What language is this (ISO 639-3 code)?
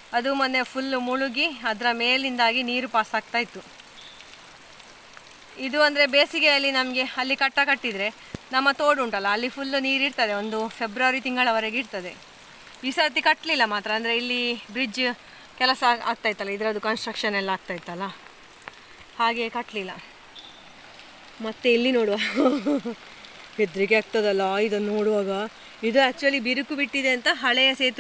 kan